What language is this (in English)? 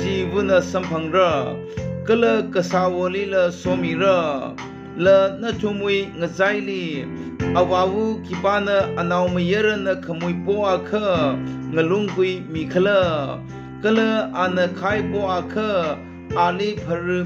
Tangkhul Naga (India)